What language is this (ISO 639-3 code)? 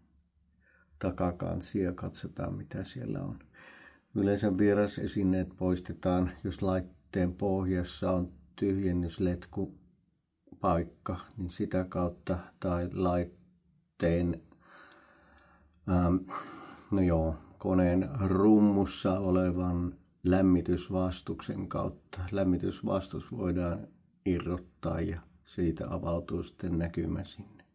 fin